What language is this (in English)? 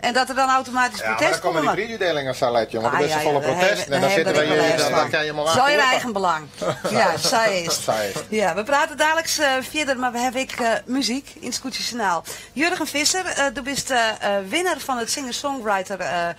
Western Frisian